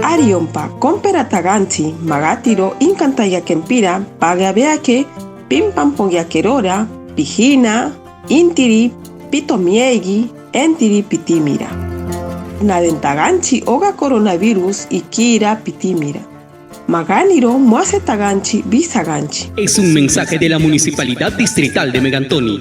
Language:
Machiguenga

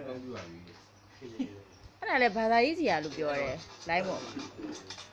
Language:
Burmese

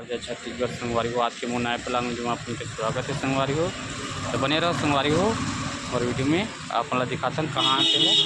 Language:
Chhattisgarhi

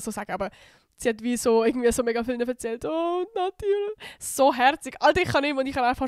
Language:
Swiss German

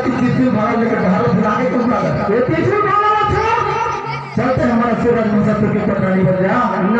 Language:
Chhattisgarhi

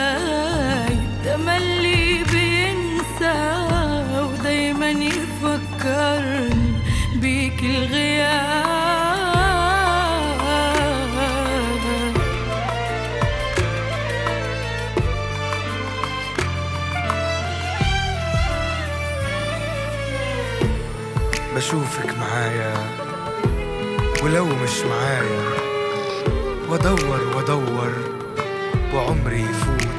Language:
Egyptian Arabic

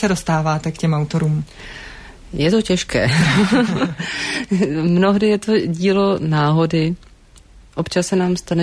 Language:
Czech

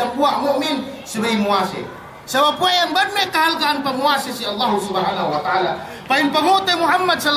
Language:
Yakan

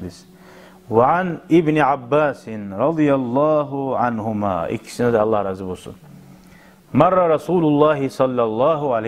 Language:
Kumyk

